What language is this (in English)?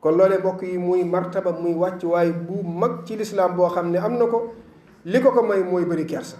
Wolof